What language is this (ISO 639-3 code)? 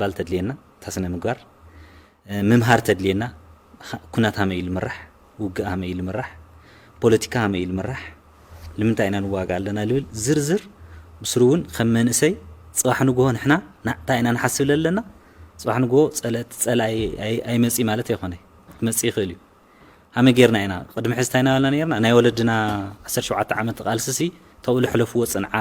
tir